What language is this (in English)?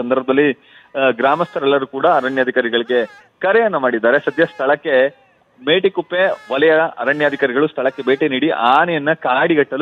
Kannada